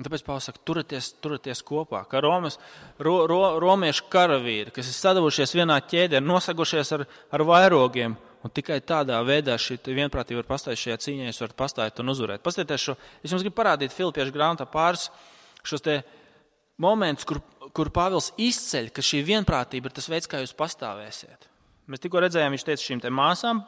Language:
Latvian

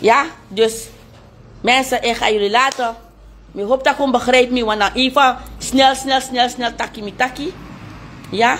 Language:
Sranan Tongo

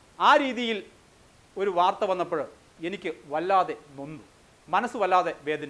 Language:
Malayalam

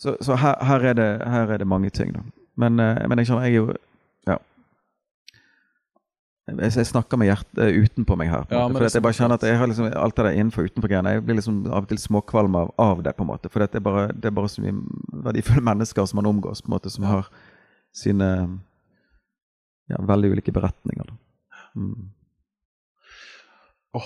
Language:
Norwegian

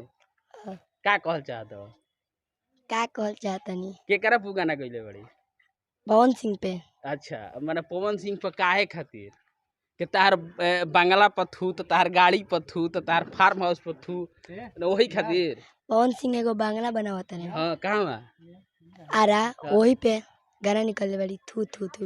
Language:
Bhojpuri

